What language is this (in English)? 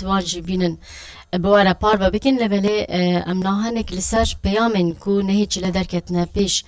Kurdish